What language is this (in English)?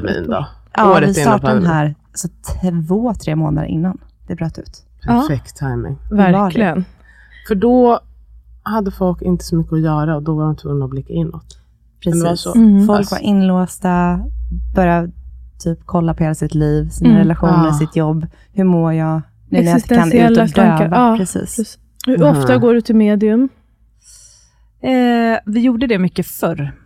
Swedish